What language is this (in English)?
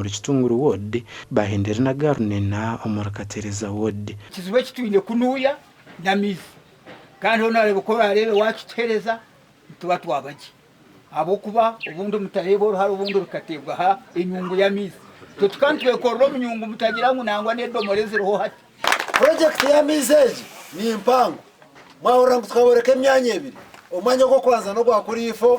Nyankole